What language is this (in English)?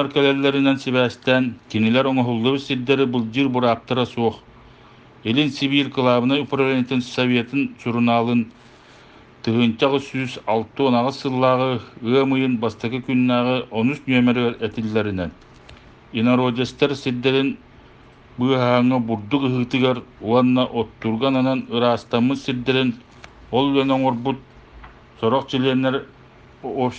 Yakut